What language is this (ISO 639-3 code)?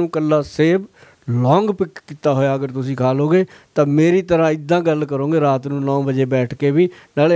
pan